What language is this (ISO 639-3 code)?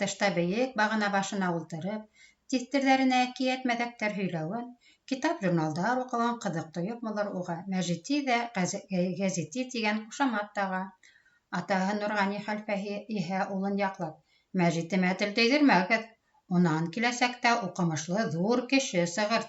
bak